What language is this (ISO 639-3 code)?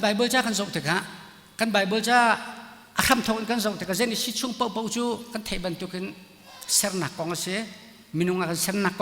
cnh